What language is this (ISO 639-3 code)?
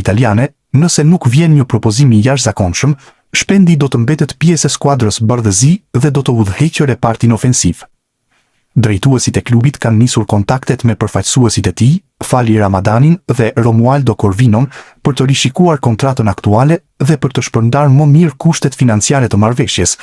sqi